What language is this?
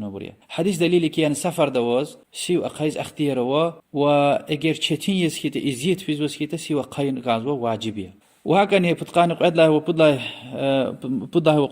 Lezghian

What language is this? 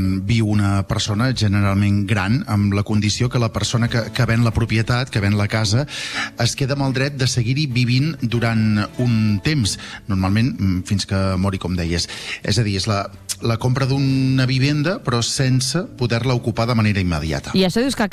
Catalan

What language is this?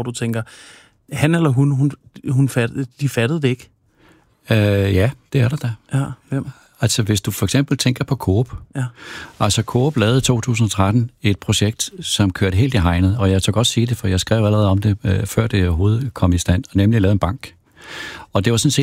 Danish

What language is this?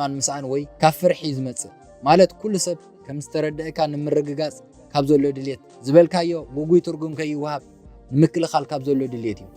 Tigrinya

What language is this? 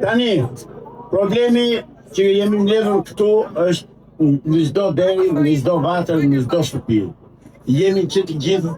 Albanian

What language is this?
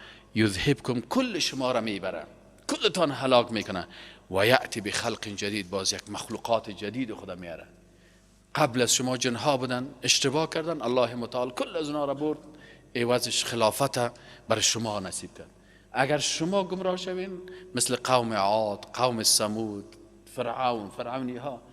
Persian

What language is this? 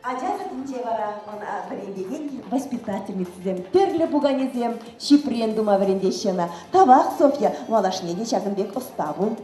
Chuvash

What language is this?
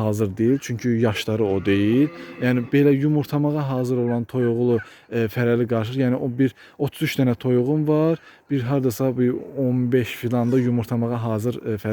Azerbaijani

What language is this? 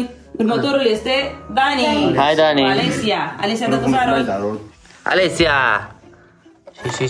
Romanian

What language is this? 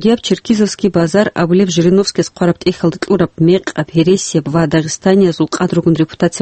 Avaric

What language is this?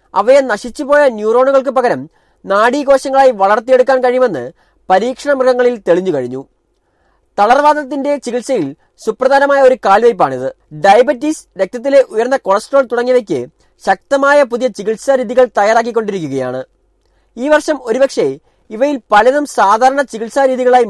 Malayalam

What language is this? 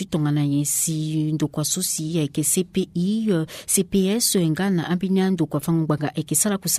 Sango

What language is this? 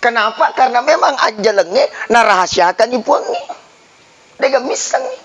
Buginese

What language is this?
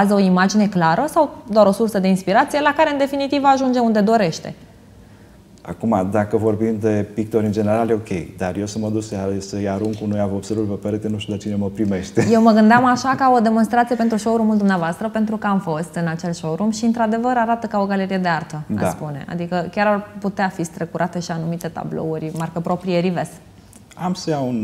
Romanian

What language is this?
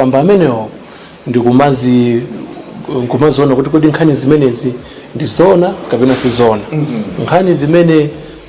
Nyanja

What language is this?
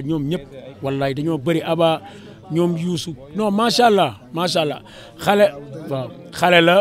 Wolof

